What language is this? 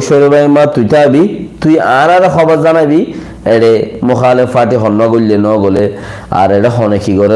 Rohingya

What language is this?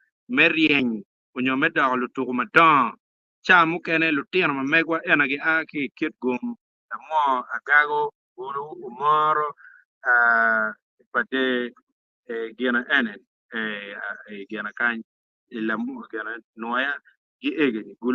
Acoli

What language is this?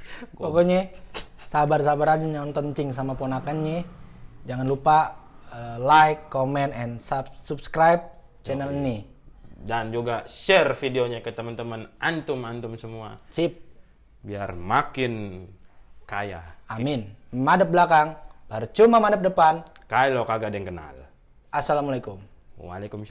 Betawi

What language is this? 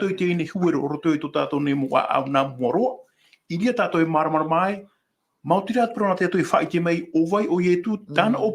Tahitian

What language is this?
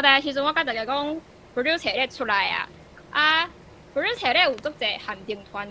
Min Nan Chinese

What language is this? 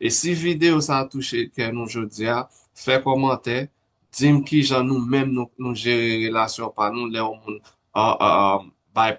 Haitian Creole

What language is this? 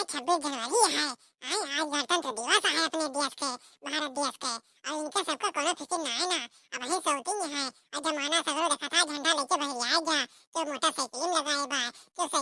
Awadhi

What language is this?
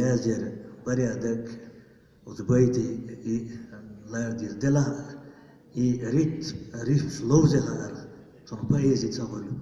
Chechen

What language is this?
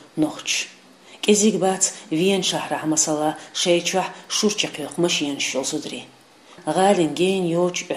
Chechen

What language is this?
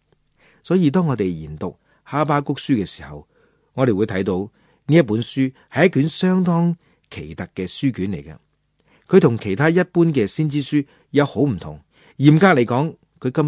Cantonese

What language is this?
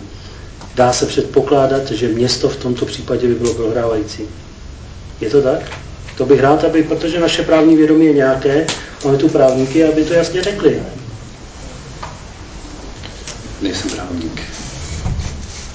Czech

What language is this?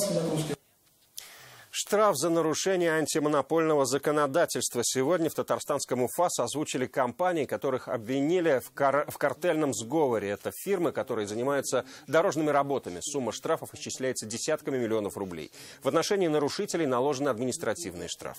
Russian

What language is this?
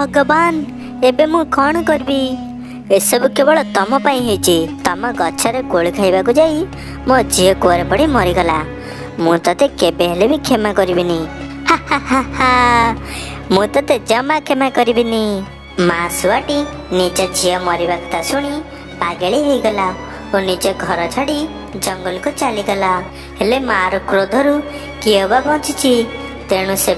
Odia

